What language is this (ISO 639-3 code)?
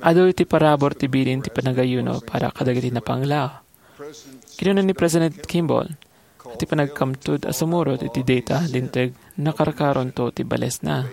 ilo